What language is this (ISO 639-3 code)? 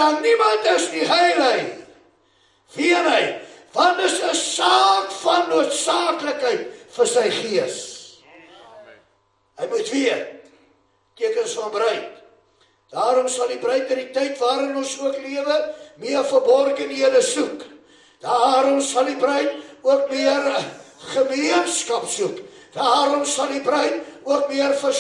afr